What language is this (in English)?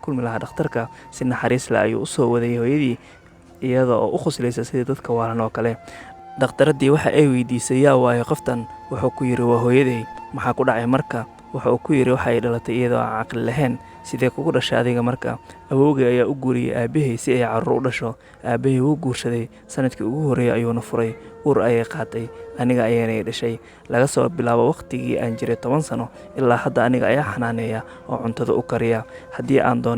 Somali